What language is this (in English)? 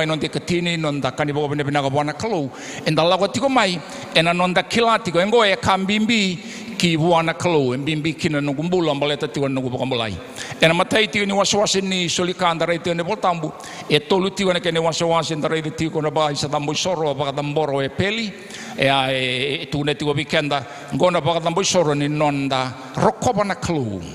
Fijian